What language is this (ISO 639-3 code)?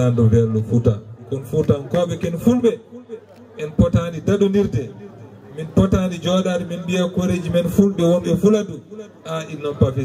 ful